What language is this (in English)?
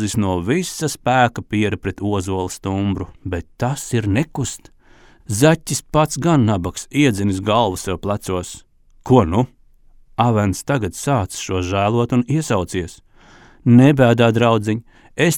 Latvian